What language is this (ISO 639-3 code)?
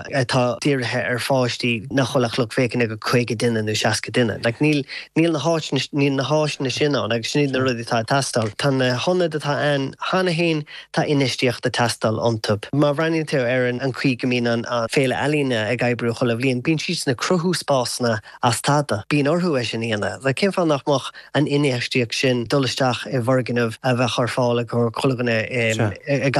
gle